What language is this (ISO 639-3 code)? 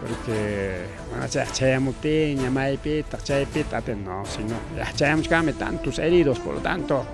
quy